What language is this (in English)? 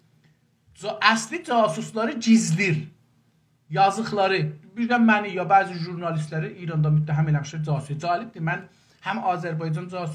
South Azerbaijani